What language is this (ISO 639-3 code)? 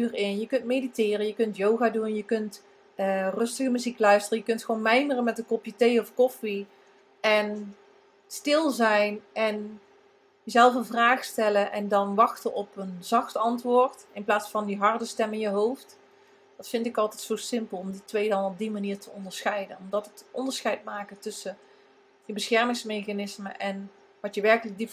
nld